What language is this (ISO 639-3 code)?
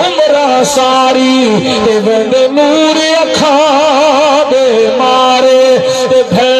skr